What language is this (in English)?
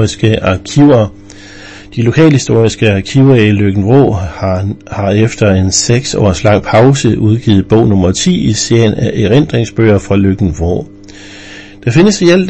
Danish